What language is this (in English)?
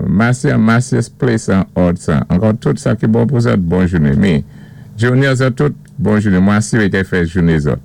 Saint Lucian Creole French